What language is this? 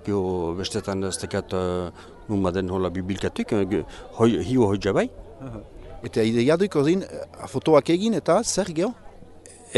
Basque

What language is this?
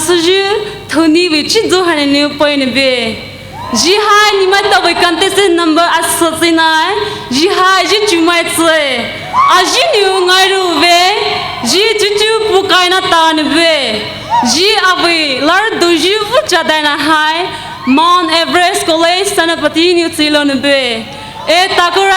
Poumei Naga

